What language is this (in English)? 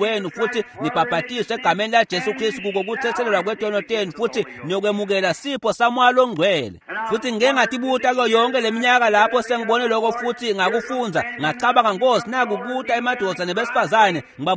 Swati